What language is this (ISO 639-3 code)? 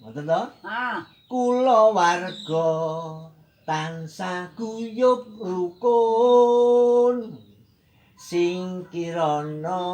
jav